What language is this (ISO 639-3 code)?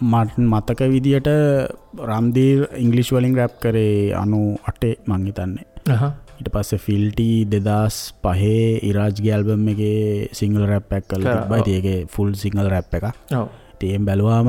sin